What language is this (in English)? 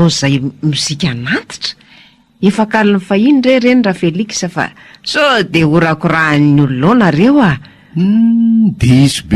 Malagasy